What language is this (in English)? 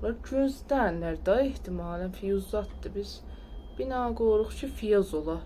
South Azerbaijani